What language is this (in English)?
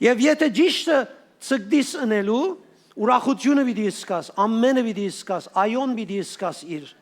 Western Armenian